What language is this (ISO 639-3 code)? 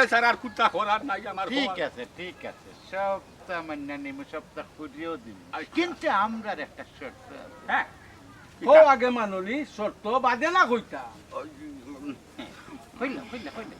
syl